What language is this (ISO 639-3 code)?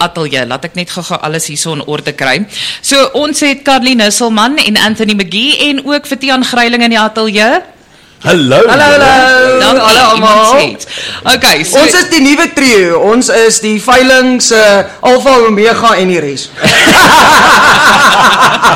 afr